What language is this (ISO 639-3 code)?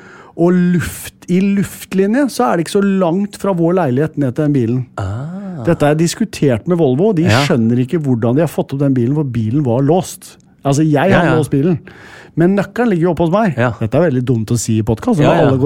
nor